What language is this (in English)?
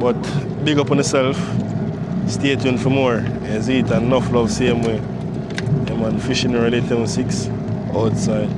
Jamaican Creole English